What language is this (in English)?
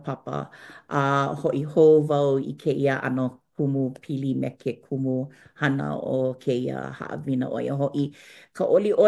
Hawaiian